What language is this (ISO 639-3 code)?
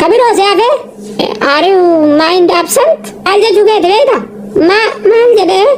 orm